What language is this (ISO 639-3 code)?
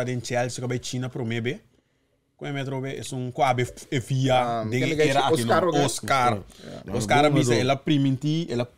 pap